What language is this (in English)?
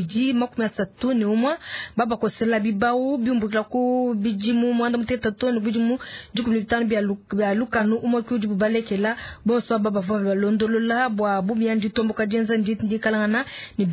Luba-Lulua